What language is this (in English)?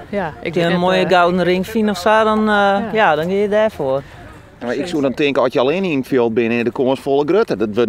Western Frisian